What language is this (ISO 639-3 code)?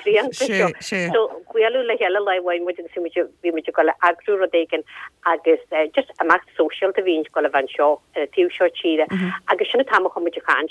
gle